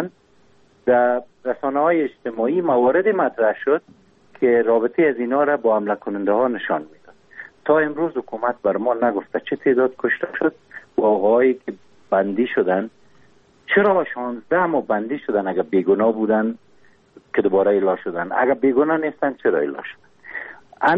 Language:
Persian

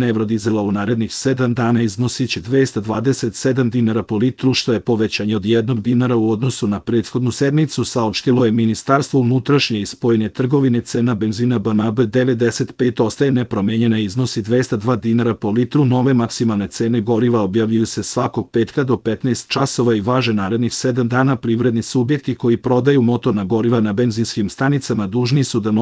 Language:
Serbian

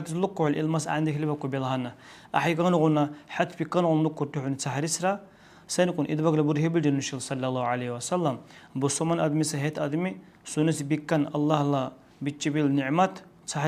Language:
Dargwa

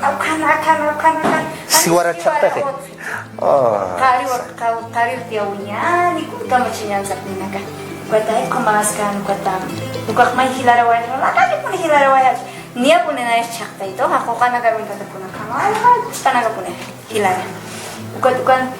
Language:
Aymara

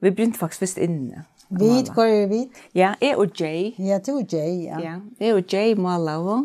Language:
Faroese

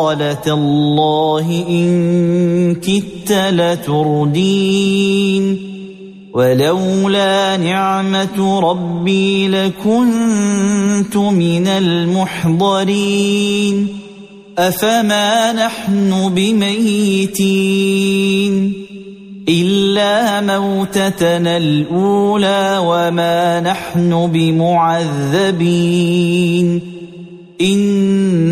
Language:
Arabic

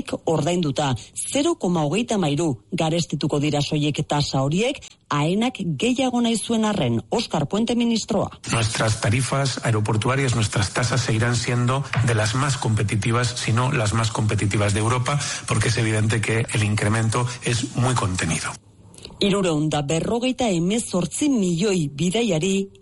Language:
Basque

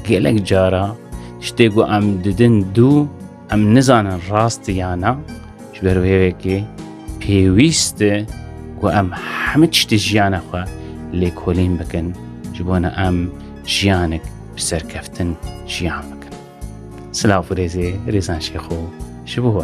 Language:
Kurdish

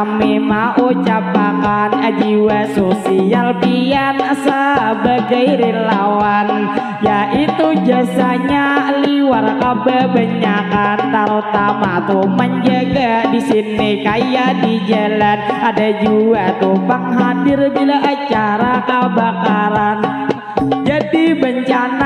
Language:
Banjar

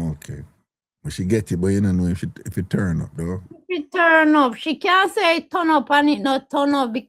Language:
Jamaican Creole English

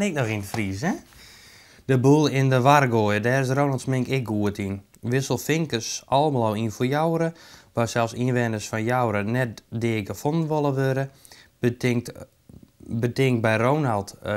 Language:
Western Frisian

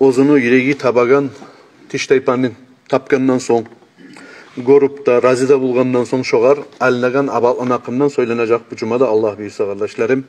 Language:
Kumyk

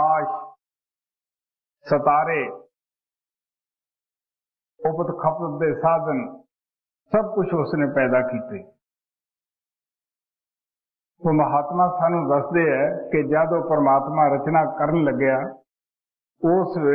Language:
Punjabi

